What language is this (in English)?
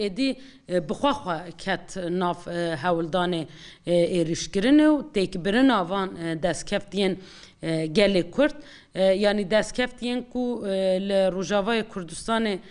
Kurdish